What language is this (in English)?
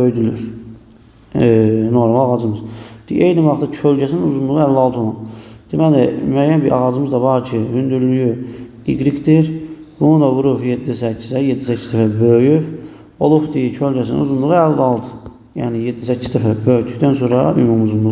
Azerbaijani